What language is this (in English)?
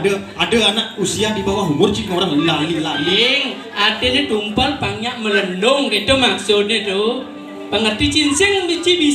Balinese